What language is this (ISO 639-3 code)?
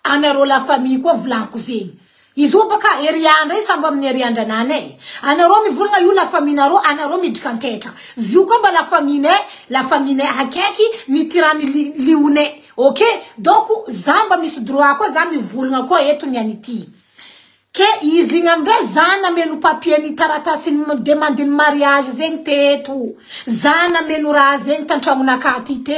mlg